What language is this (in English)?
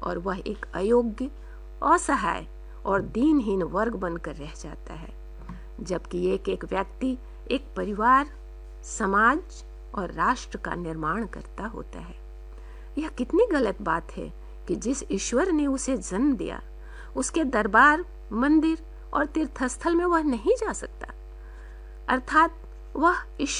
Hindi